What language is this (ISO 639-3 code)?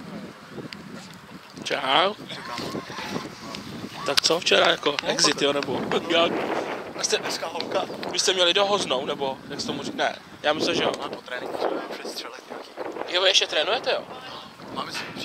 ces